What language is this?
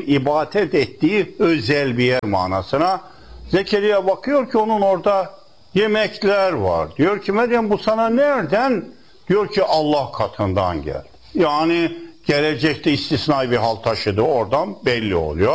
Turkish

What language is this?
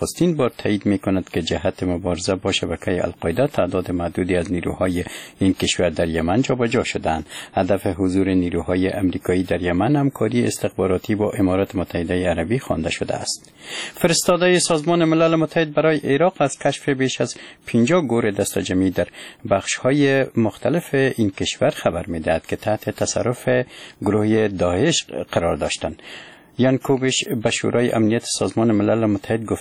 Persian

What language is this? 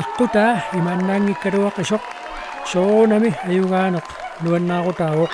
Kalaallisut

